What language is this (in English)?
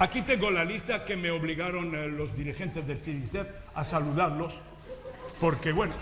Ladino